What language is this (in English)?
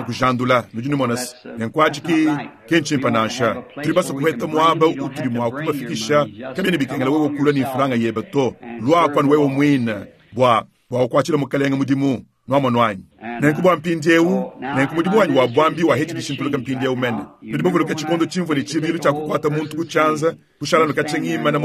Luba-Lulua